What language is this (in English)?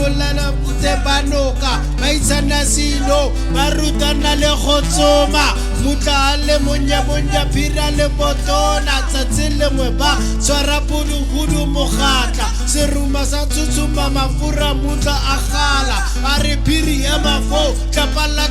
Tswana